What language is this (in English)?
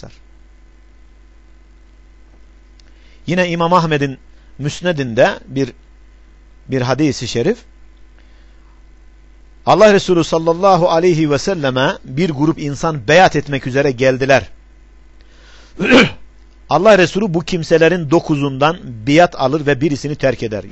Turkish